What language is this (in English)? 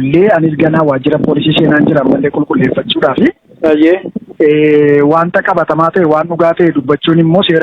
Oromo